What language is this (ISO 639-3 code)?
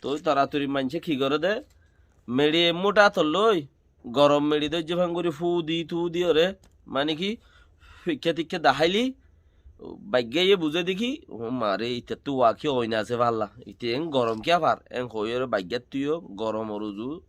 rhg